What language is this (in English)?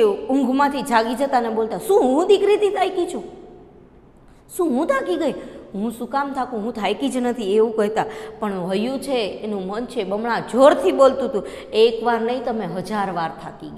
Gujarati